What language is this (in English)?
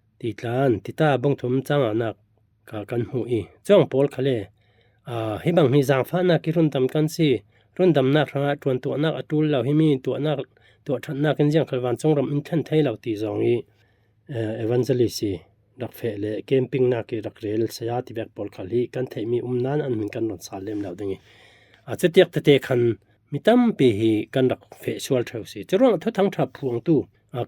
Falam Chin